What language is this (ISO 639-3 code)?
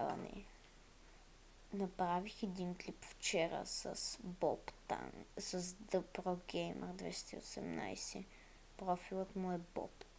bul